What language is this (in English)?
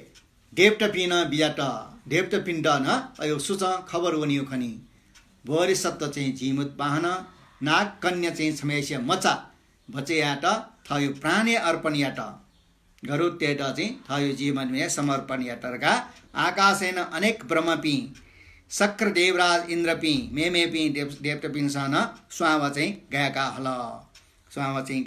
Newari